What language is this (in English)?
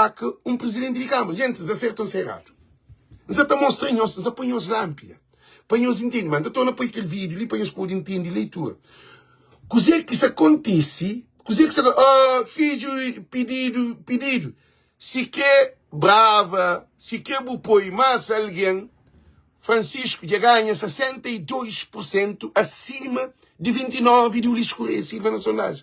Kabuverdianu